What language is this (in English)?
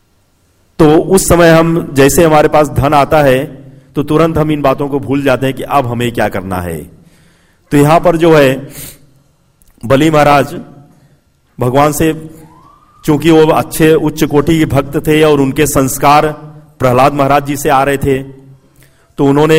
Hindi